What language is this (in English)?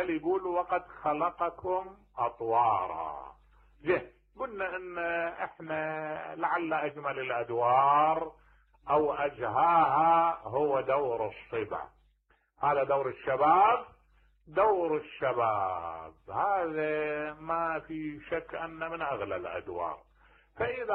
Mesopotamian Arabic